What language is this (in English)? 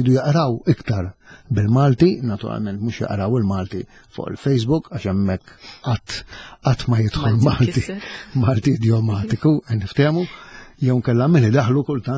Maltese